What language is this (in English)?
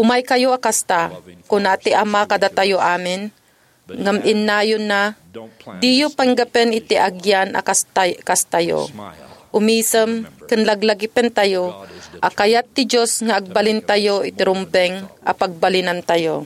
Iloko